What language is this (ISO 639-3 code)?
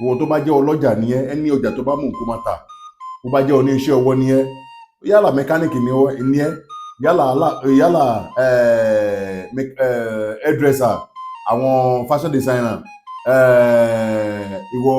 yor